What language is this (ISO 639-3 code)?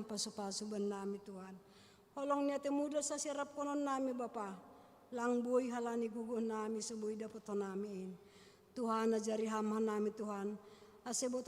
bts